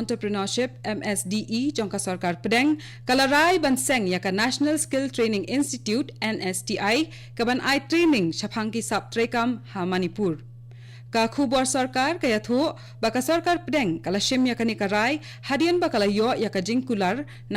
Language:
Khasi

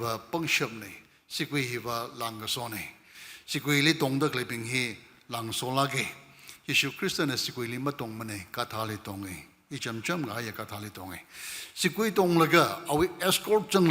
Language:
Tangkhul Naga (India)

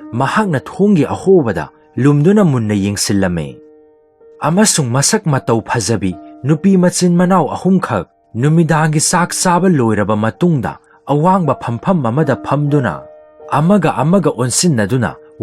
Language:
Manipuri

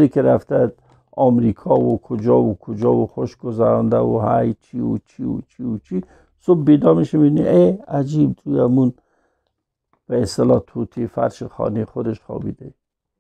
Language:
Persian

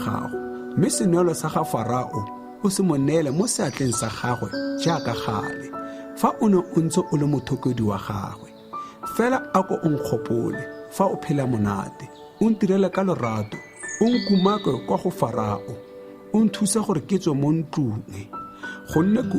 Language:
Tswana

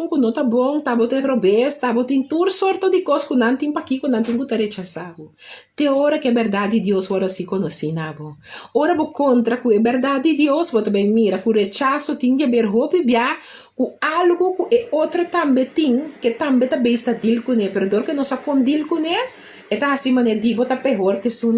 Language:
Papiamento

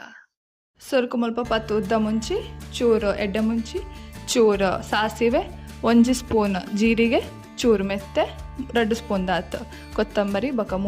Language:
Tulu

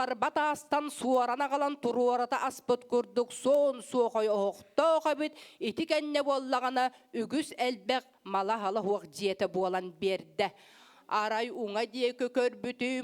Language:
Yakut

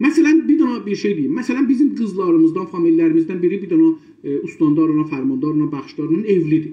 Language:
South Azerbaijani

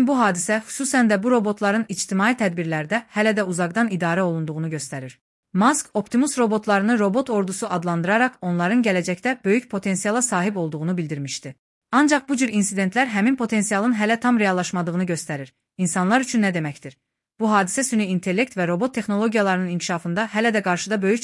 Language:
Azerbaijani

